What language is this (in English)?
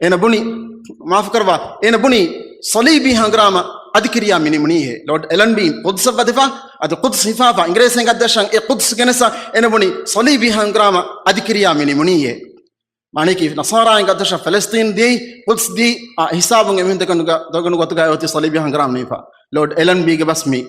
Divehi